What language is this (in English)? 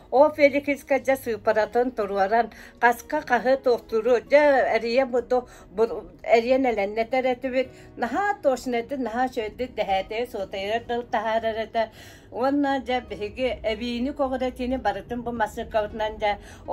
Yakut